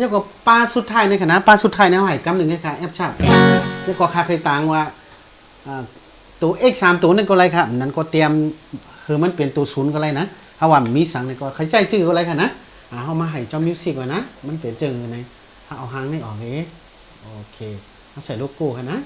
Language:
Shan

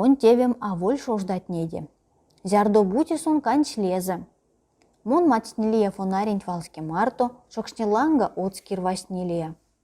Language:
Erzya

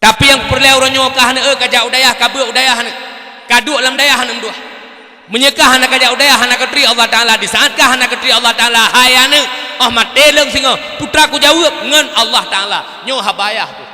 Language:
Achinese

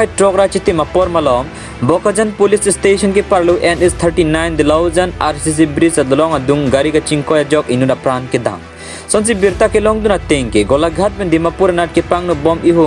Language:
Karbi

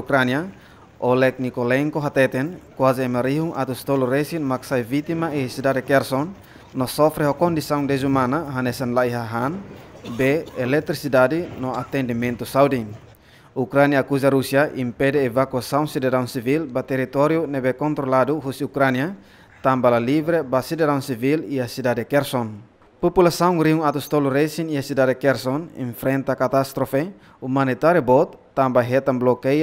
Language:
Tetum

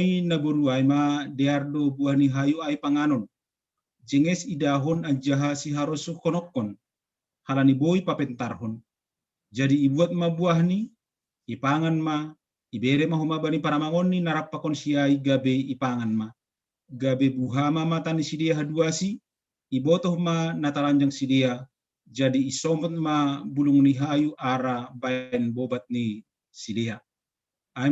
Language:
Batak Simalungun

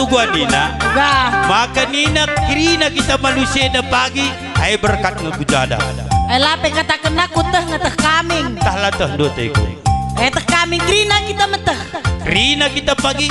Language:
Batak Karo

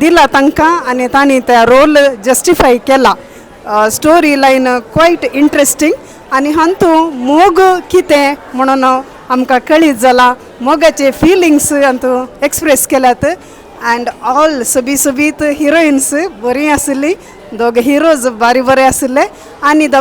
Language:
Konkani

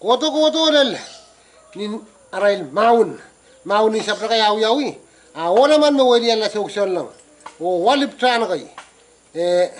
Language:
Pohnpeian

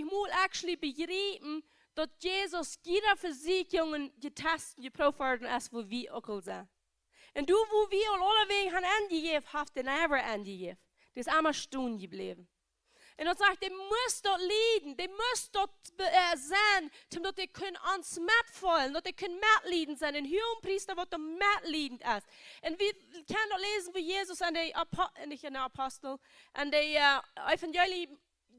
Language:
Plautdietsch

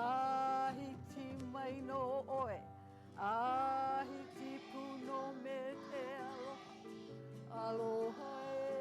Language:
Hawaiian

